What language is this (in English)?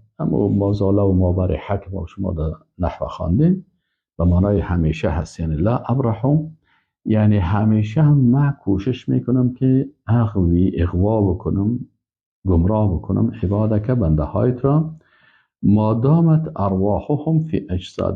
Persian